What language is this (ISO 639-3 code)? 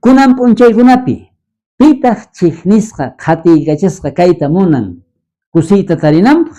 quh